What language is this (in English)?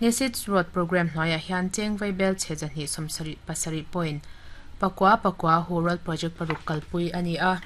Mizo